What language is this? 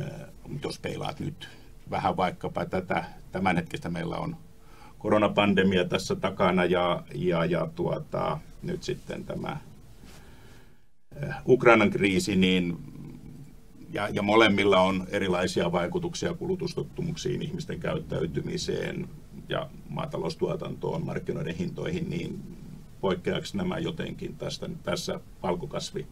Finnish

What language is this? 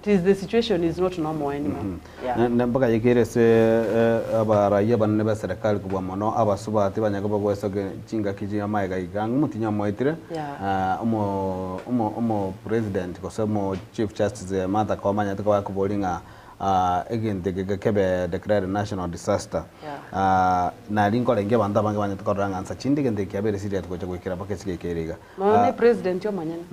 Gusii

